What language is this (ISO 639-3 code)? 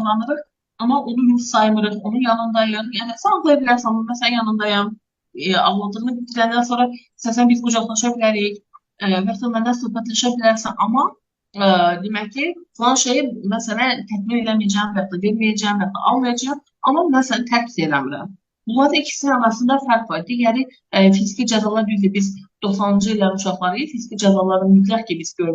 aze